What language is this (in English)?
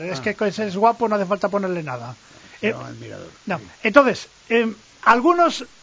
Spanish